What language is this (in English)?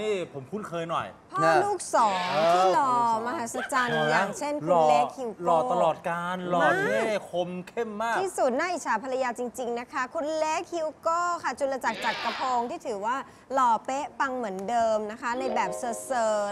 Thai